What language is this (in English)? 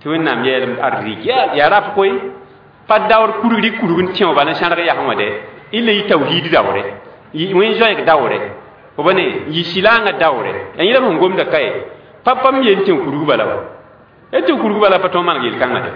Mossi